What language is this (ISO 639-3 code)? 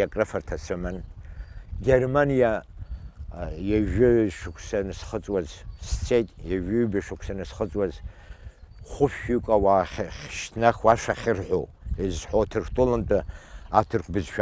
abk